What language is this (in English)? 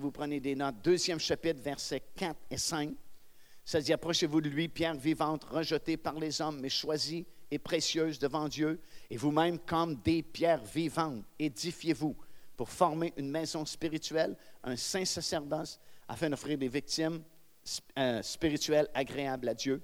French